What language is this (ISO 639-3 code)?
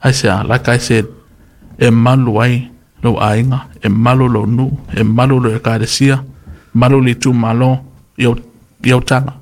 smo